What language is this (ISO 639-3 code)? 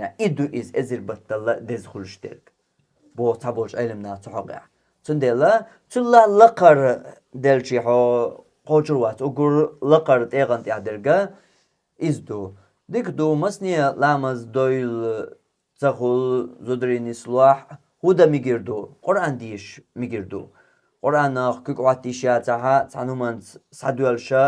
che